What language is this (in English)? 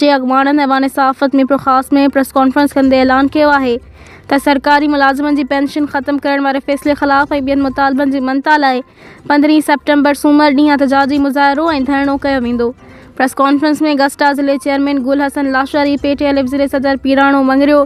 Sindhi